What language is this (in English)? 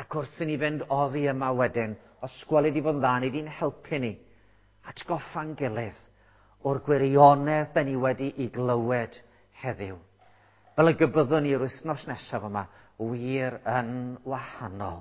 Welsh